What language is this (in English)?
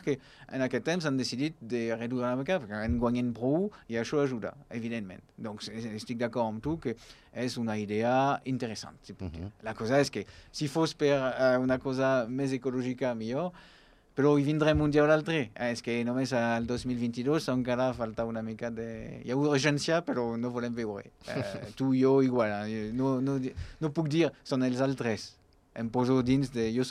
Catalan